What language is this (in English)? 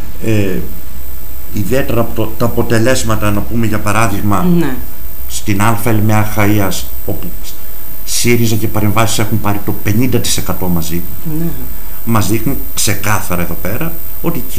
Greek